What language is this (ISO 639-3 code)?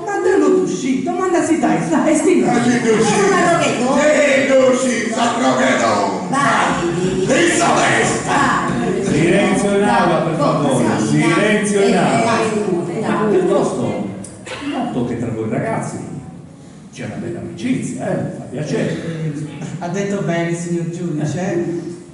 srd